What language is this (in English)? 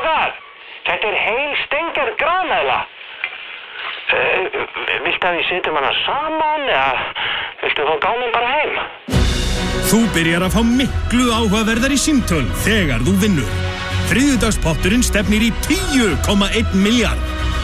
Icelandic